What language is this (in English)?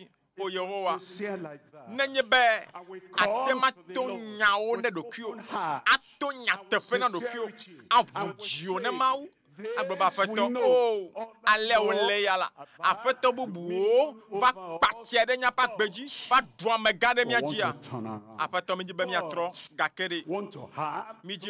Ewe